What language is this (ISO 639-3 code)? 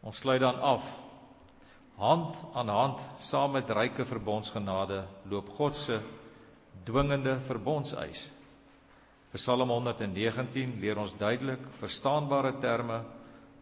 afr